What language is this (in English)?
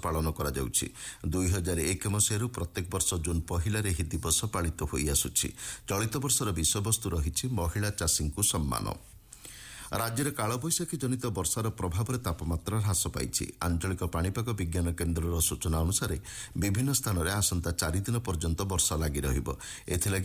Odia